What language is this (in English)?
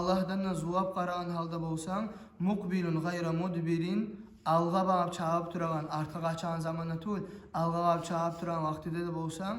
Kumyk